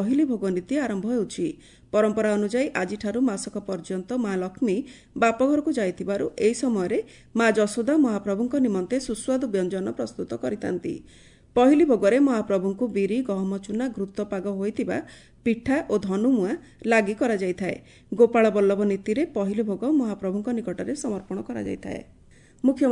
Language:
Odia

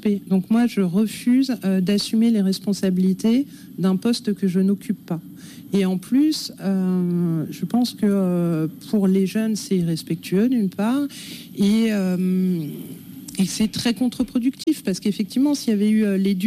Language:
French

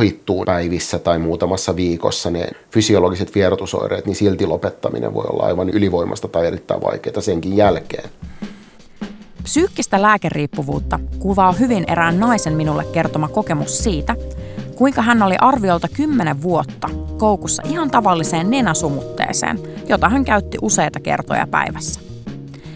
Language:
Finnish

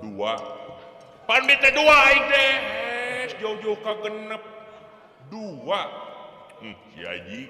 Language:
Sundanese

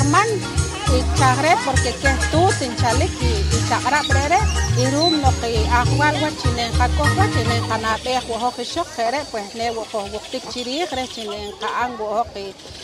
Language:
Poqomchi'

